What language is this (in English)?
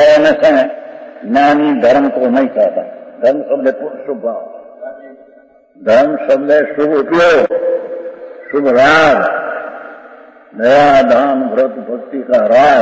Hindi